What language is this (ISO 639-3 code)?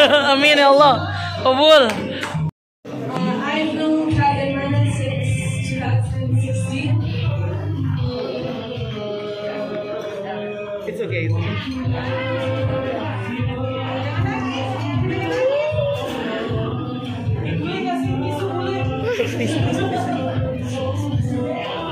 ind